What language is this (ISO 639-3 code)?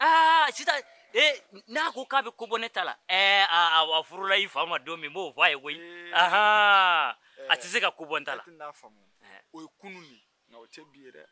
bam